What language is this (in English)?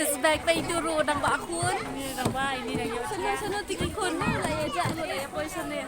Khasi